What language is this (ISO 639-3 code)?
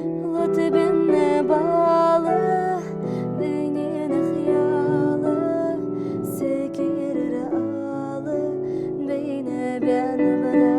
inh